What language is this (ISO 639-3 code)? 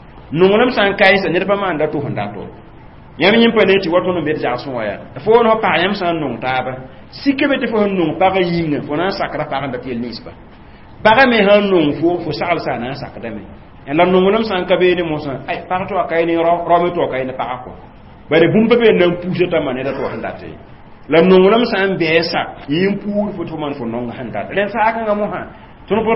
mos